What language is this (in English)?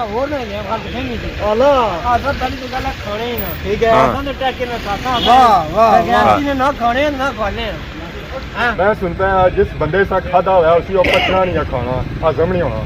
Pahari-Potwari